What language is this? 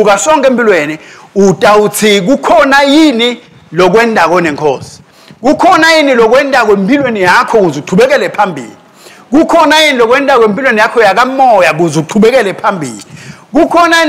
Swati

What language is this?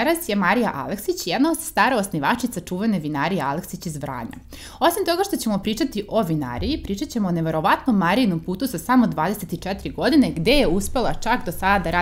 Serbian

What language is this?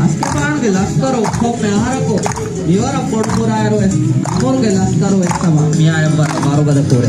Divehi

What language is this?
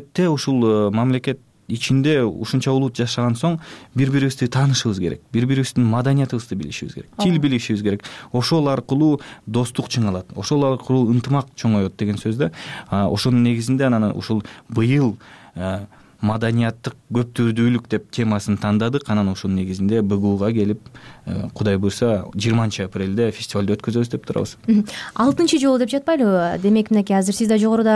Kyrgyz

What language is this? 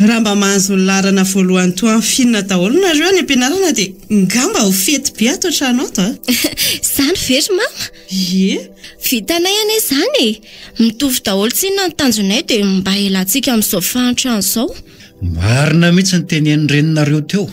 Malagasy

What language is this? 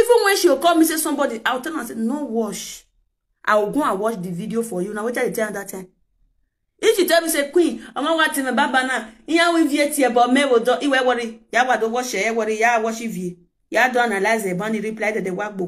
Nigerian Pidgin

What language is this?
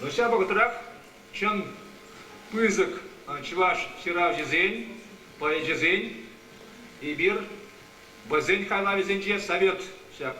Chuvash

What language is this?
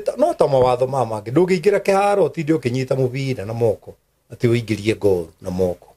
Kikuyu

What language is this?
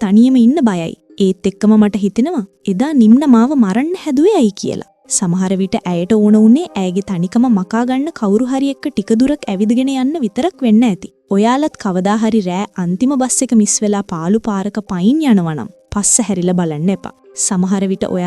Sinhala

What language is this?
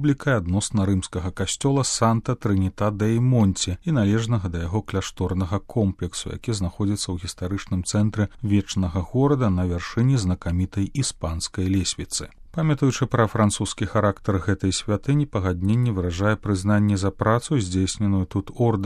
Belarusian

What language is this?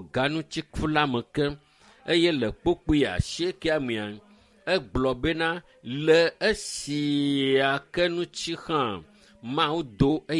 Ewe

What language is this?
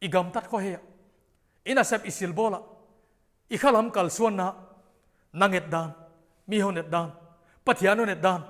Paite Chin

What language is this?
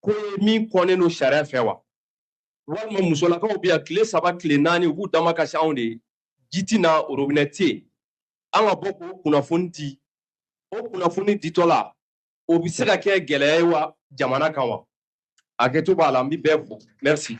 Bambara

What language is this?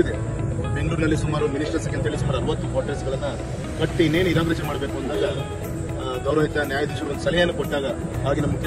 Kannada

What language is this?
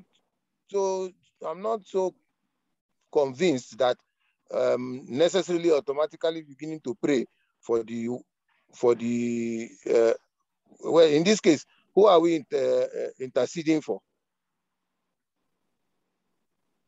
English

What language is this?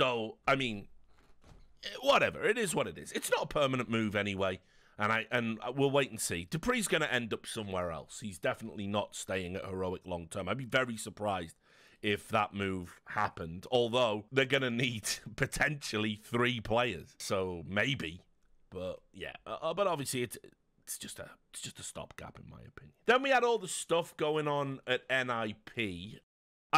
English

